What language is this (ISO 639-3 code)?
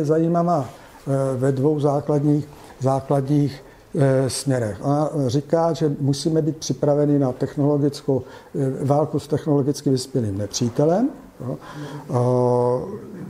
ces